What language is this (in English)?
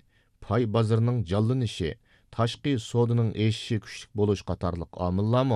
Uyghur